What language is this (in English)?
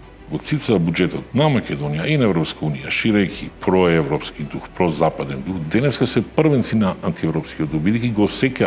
Macedonian